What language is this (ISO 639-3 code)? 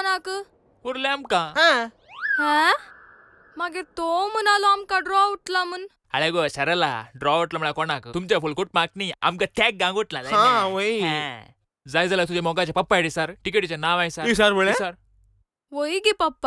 kok